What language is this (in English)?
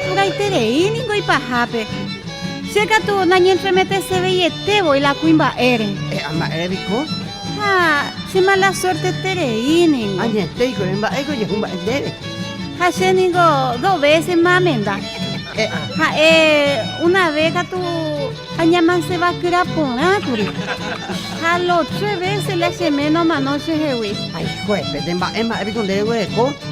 Guarani